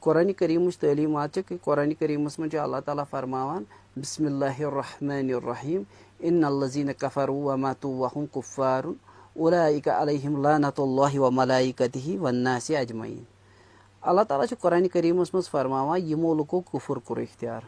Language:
Kashmiri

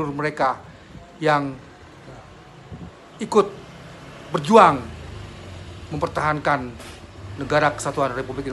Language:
Indonesian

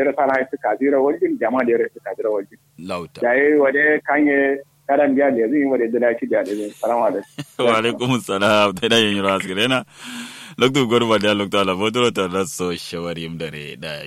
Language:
Kanuri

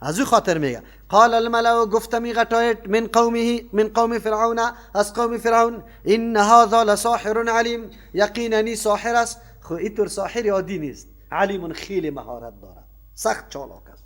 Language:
Persian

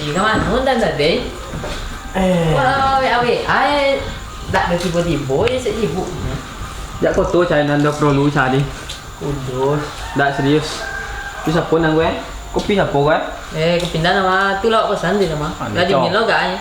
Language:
Minangkabau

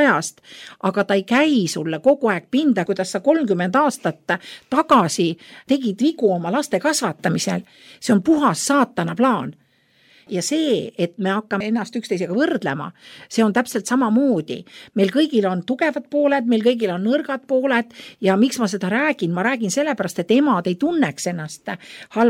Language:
Estonian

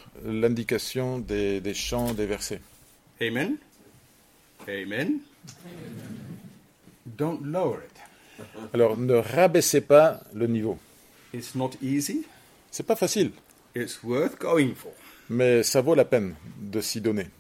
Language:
French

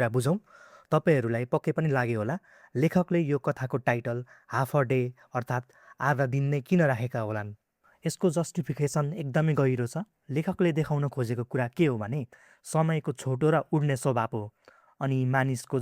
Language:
Nepali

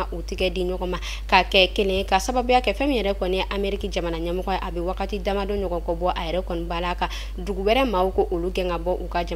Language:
Bambara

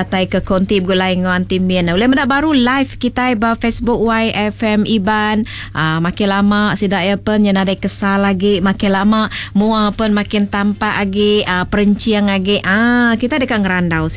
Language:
Iban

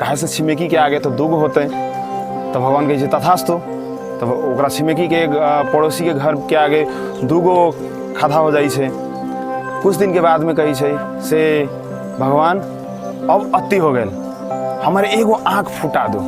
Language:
Maithili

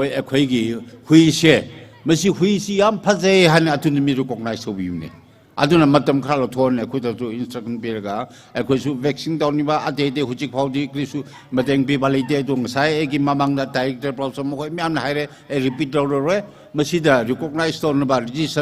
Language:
Tangkhul Naga (India)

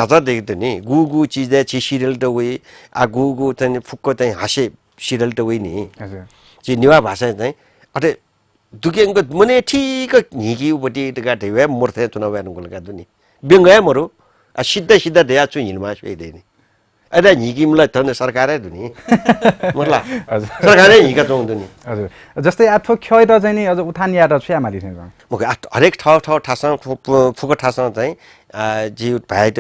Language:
Newari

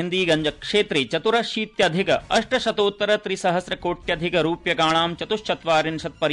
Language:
Sanskrit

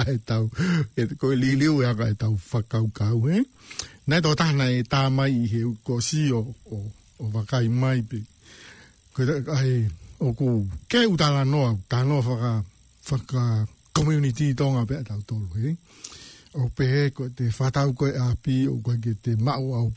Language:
Tongan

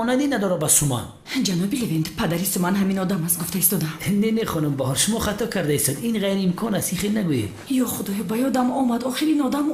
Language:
Tajik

